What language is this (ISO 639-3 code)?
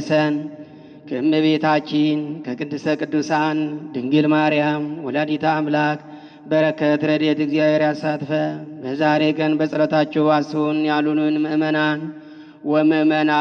amh